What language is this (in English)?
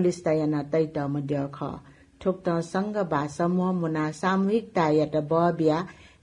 Newari